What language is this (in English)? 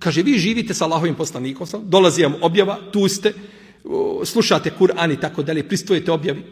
Bosnian